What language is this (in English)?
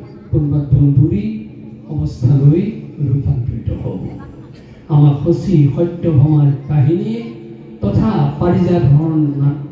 Assamese